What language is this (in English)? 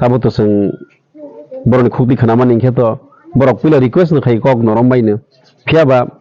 Kok Borok